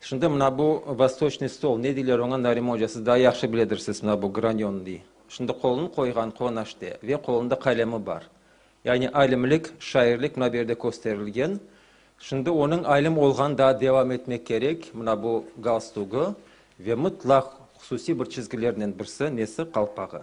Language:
Crimean Tatar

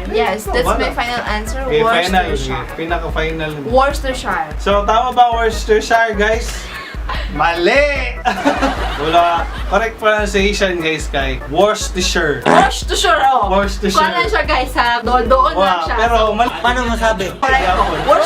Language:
Cebuano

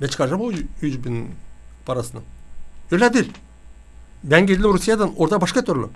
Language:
Gagauz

